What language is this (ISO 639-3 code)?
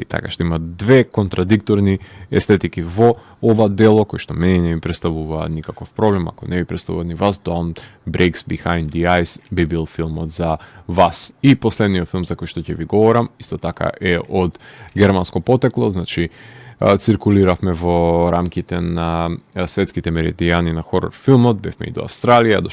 mkd